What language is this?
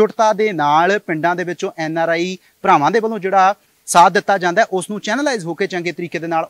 Punjabi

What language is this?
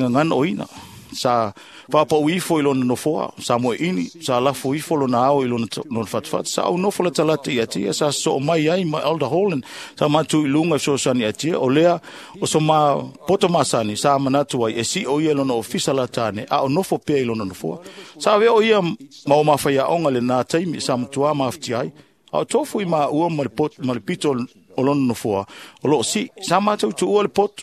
Samoan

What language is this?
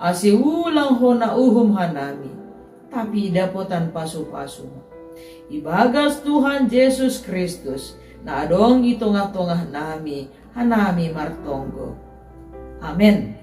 Batak Simalungun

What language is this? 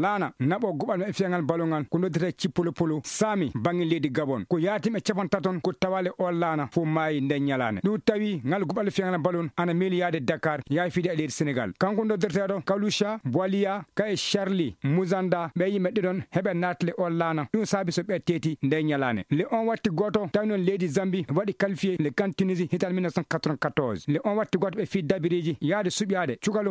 Fula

